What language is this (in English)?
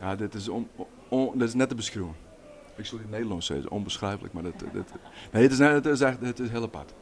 Western Frisian